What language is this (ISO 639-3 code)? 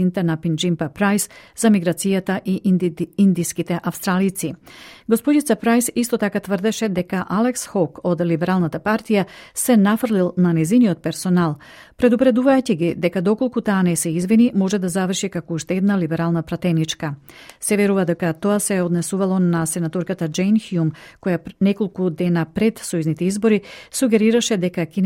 mkd